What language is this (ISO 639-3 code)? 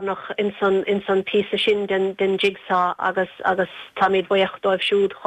gle